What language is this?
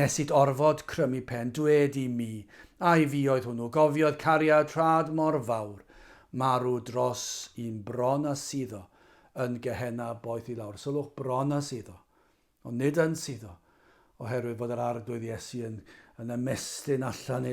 Welsh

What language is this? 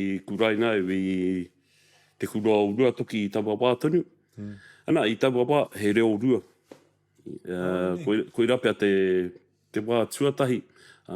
Māori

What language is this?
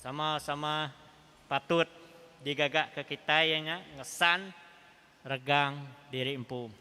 Iban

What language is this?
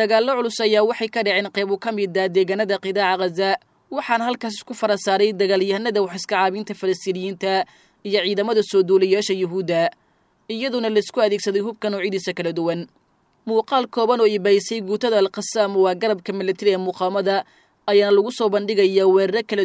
Somali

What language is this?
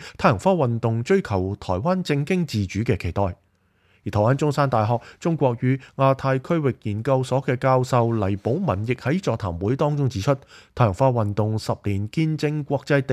Cantonese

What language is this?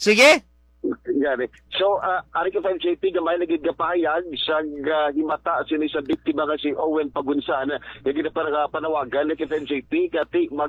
Hiligaynon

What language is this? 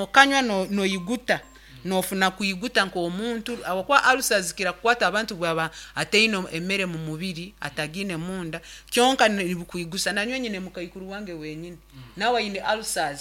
Nyankole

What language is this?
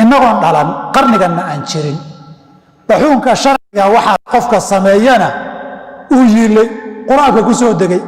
Somali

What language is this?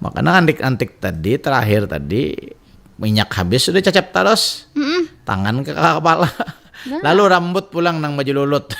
Banjar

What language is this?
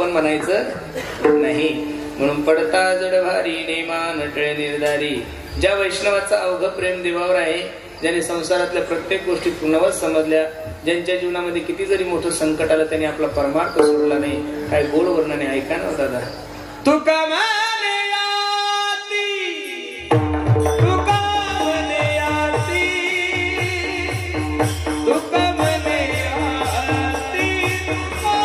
Marathi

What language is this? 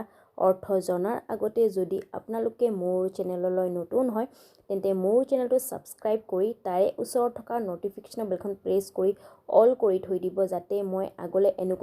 Assamese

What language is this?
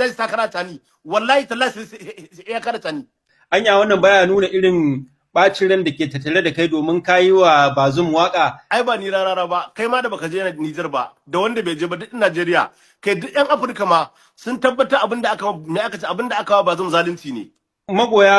Hausa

